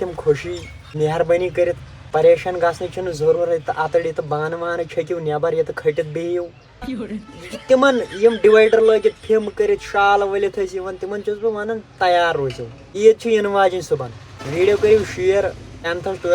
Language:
Kashmiri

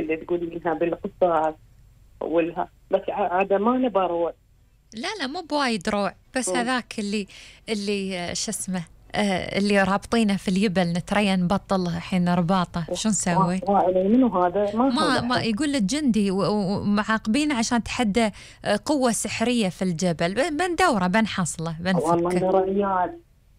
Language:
Gulf Arabic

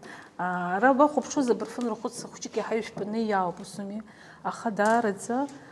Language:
Abkhazian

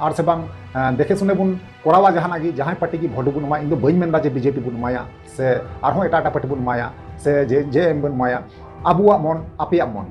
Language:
Santali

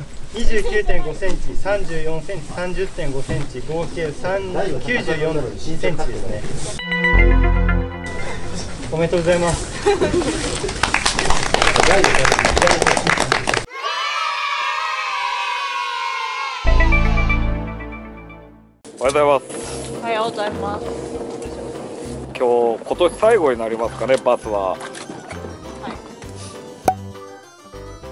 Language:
Japanese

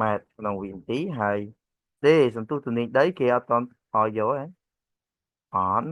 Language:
Khmer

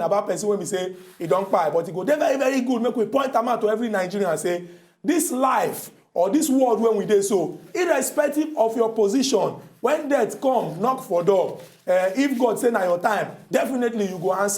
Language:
Nigerian Pidgin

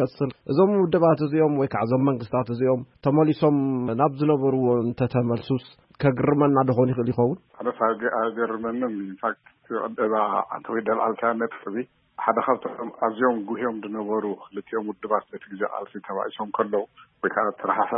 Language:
Tigrinya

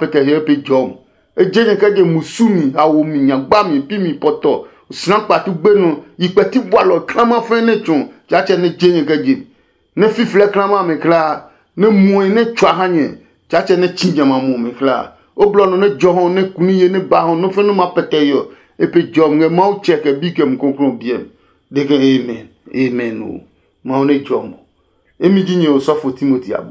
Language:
Adangme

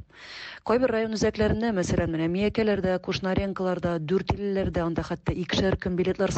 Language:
Tatar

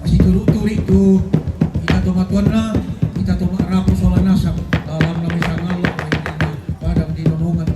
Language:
Toraja-Sa'dan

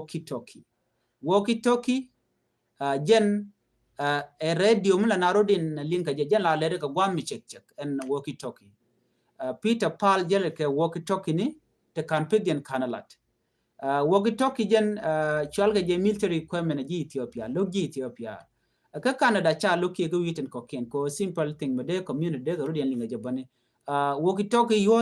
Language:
Nuer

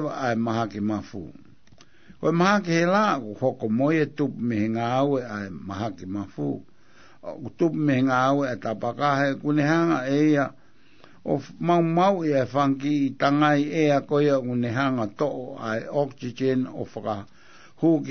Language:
Tongan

